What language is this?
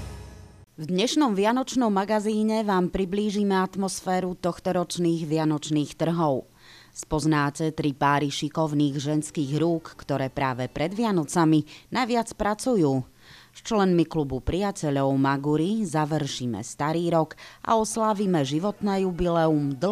Slovak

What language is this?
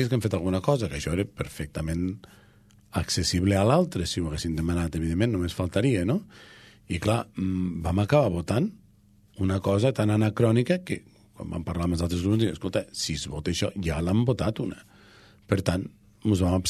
Catalan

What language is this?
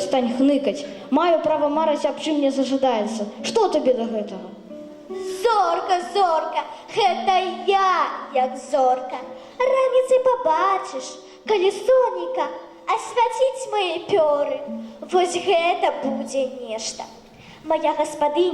Belarusian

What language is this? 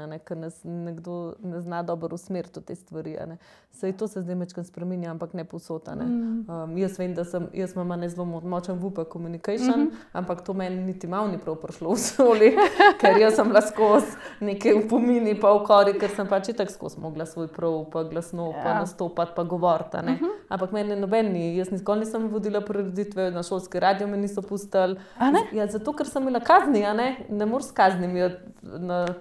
Slovenian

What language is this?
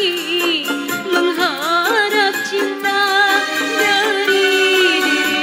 Betawi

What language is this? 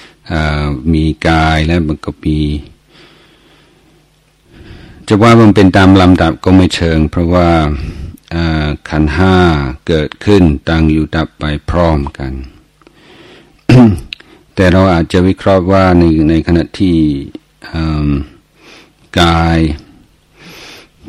Thai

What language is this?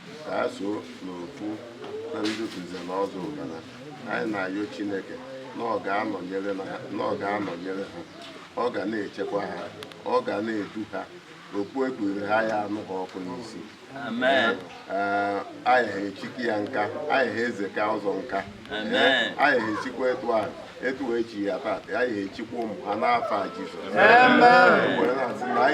Igbo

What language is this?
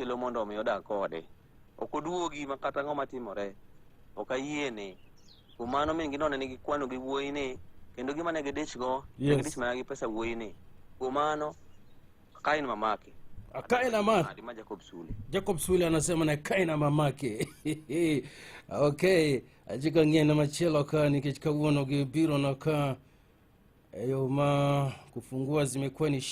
Luo (Kenya and Tanzania)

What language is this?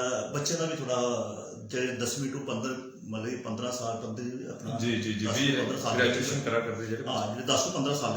Dogri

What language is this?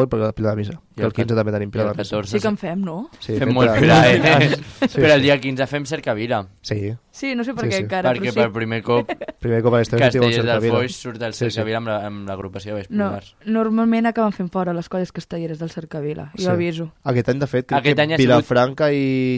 Catalan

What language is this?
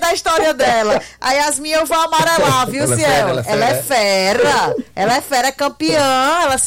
Portuguese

